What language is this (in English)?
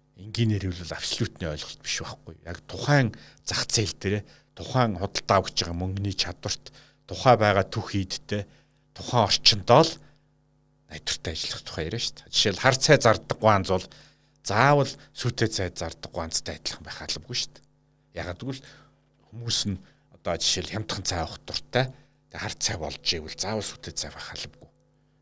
Mongolian